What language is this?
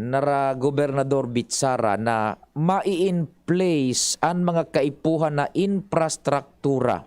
Bikol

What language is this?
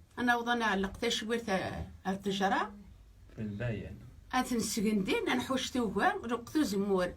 Kabyle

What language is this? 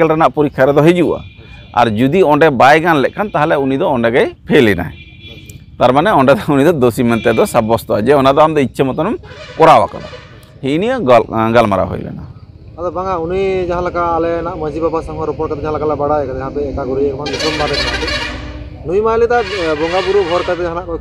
Santali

